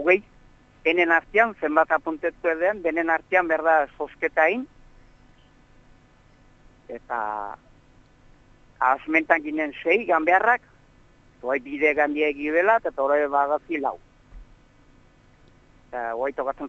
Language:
Basque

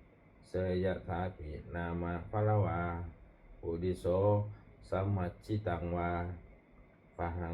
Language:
Pali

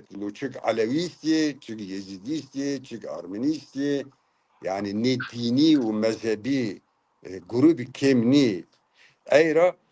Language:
Zaza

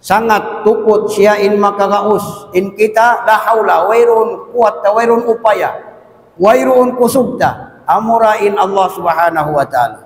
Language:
Tausug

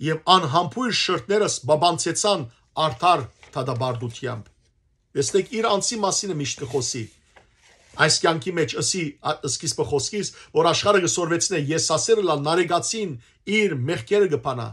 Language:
Western Armenian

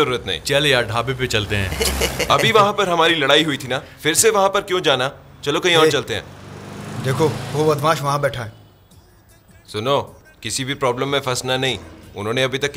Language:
Hindi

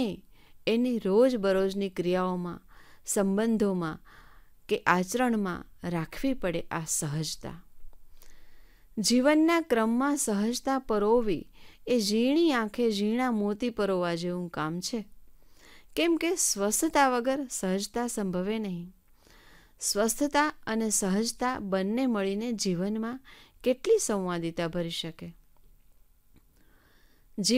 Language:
Gujarati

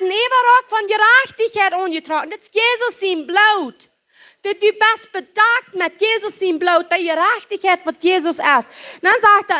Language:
Plautdietsch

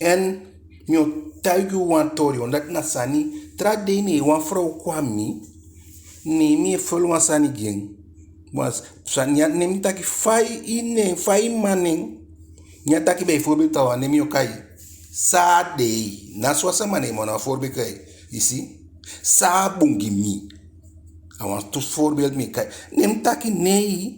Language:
Eastern Maroon Creole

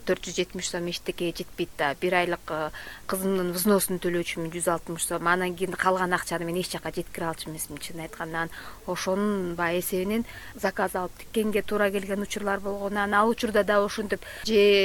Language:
Kyrgyz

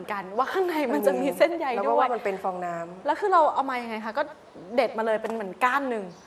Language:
Thai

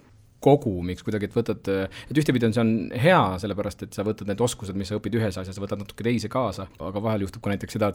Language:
Estonian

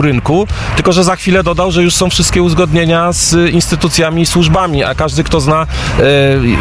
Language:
Polish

